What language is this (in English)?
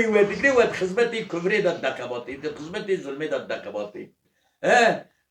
Kurdish